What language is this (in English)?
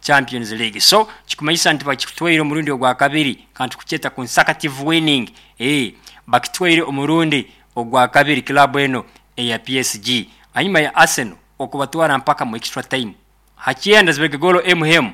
Nyoro